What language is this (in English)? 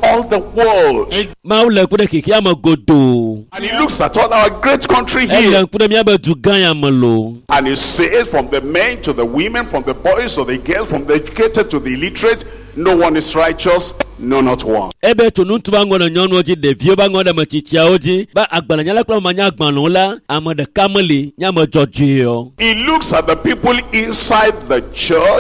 Ewe